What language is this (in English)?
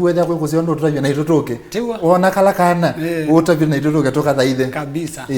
Kamba